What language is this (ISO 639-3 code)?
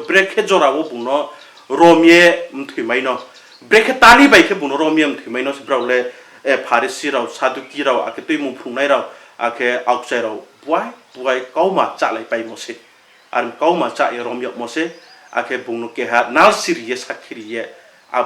ria